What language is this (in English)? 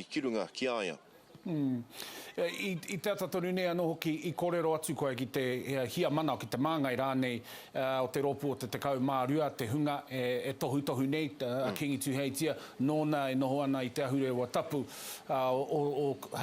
Māori